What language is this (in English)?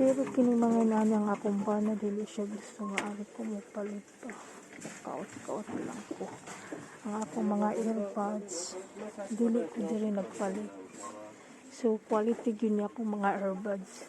Cebuano